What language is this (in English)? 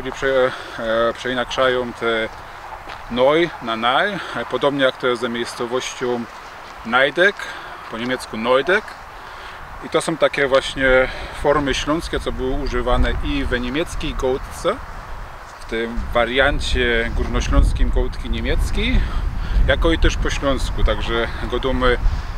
Silesian